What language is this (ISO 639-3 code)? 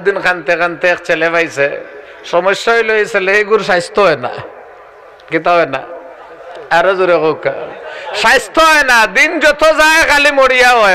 syl